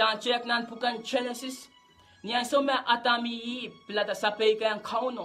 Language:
Pohnpeian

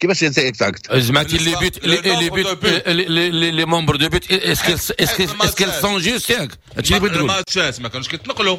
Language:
Moroccan Arabic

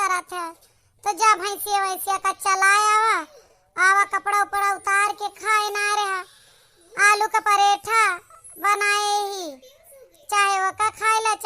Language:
Awadhi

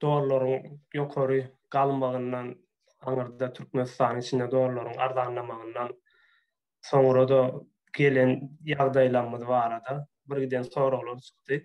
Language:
Turkmen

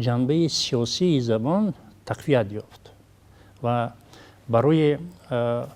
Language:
Tajik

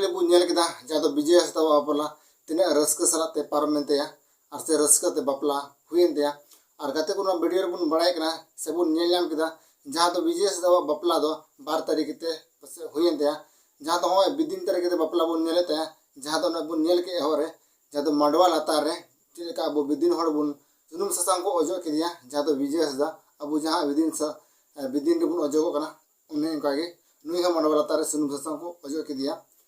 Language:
Santali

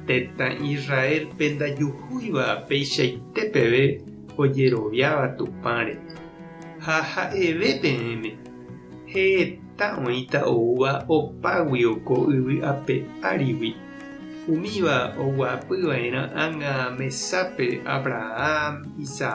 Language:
Guarani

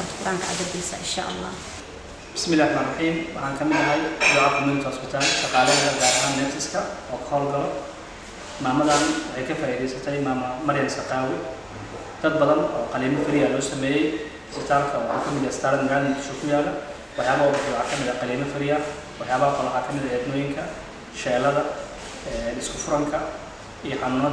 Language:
Somali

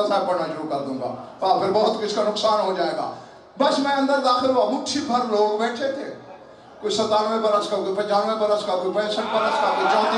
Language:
Urdu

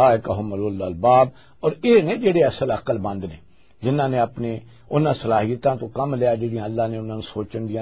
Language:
Western Panjabi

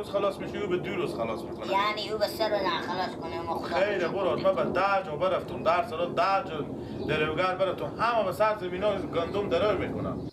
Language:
Persian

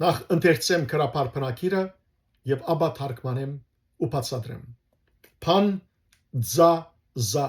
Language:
Western Armenian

